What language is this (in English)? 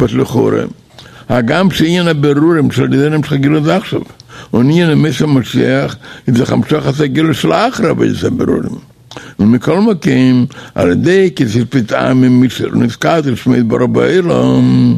Yiddish